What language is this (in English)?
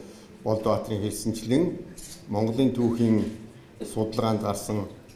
Mongolian